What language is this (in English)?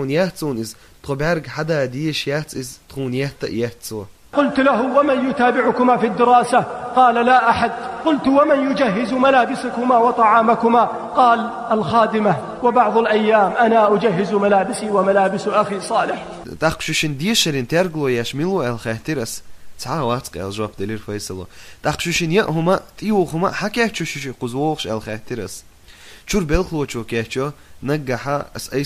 Chechen